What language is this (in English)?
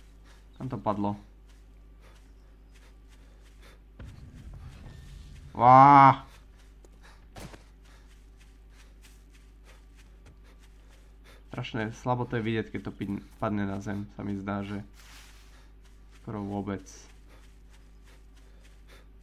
Slovak